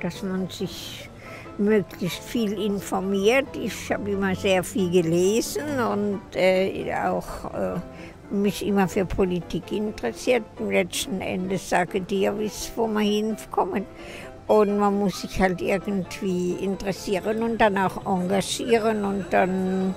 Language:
Swiss German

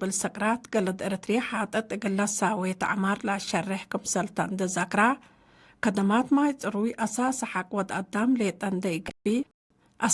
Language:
Tigre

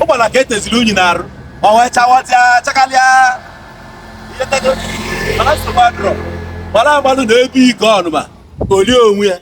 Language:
Igbo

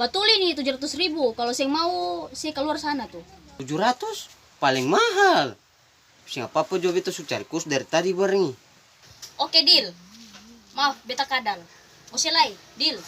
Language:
Ambonese Malay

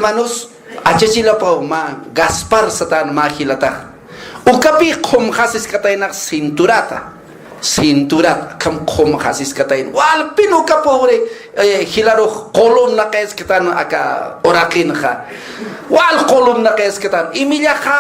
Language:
Aymara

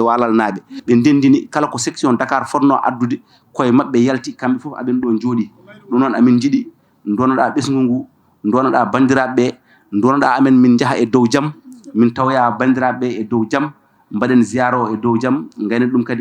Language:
Fula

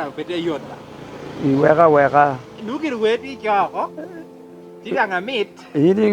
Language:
Lango (Uganda)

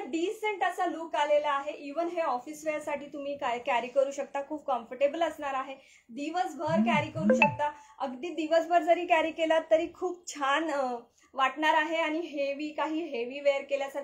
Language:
Marathi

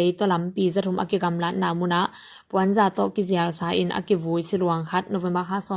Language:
Tedim Chin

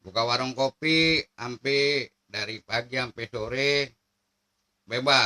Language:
Betawi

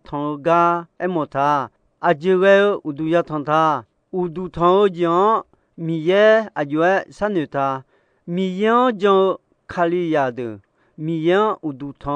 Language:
Akha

